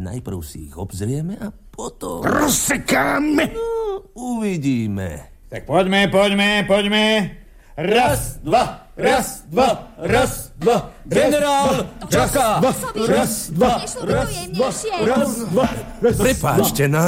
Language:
Slovak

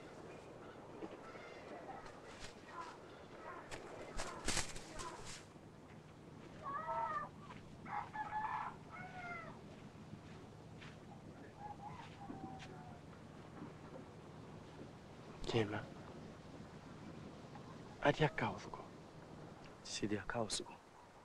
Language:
Swahili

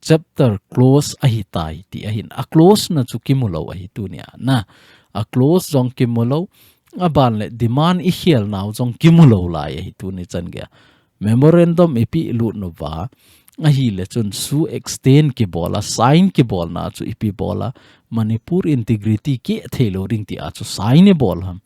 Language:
Thado Chin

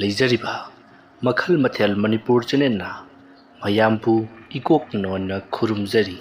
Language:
Manipuri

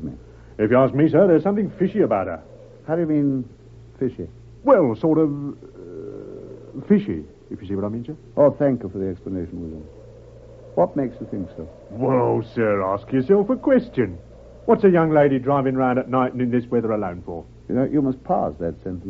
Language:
English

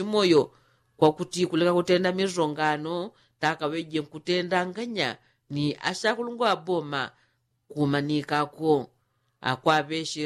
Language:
Yao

